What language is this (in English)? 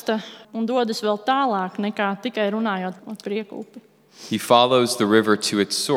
Latvian